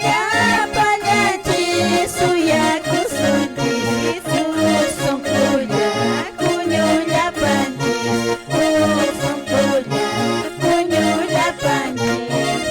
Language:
Quechua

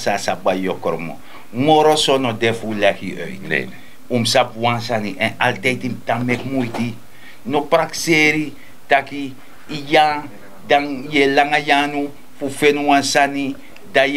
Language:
Sranan Tongo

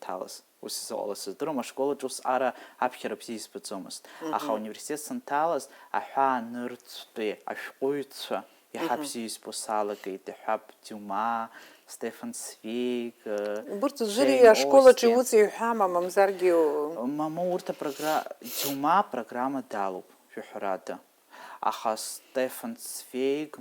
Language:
Abkhazian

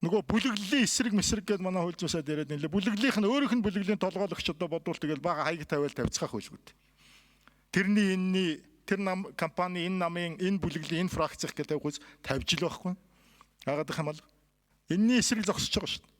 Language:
Mongolian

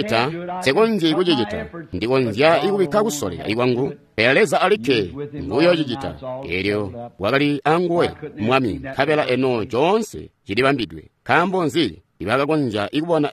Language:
Tonga (Zambia)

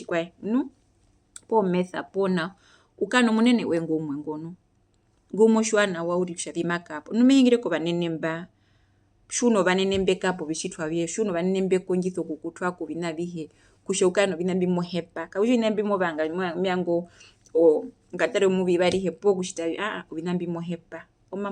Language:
Herero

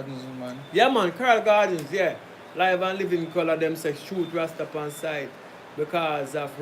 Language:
Jamaican Creole English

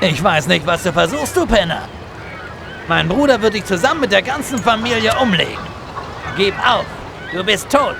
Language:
Bavarian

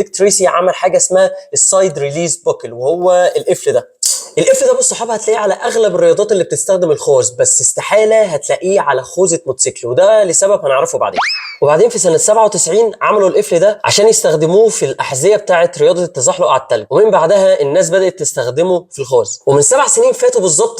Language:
Egyptian Arabic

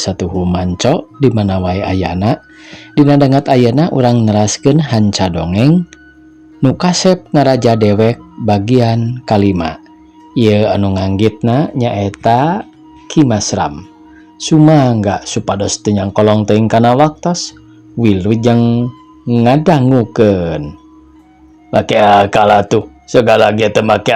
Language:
Sundanese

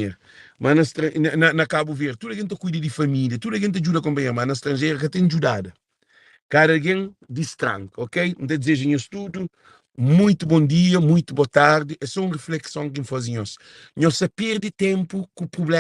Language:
Kabuverdianu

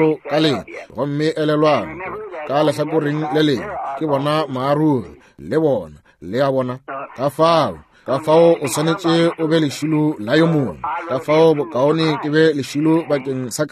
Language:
Northern Sotho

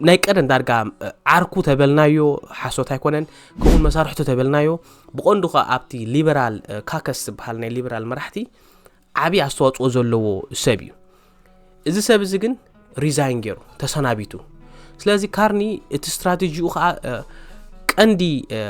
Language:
Tigrinya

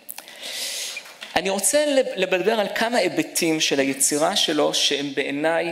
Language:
Hebrew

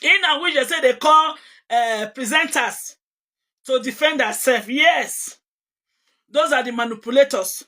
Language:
Nigerian Pidgin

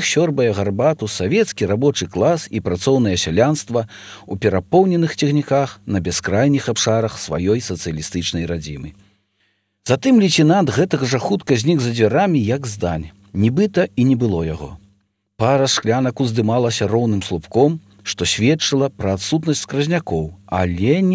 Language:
Belarusian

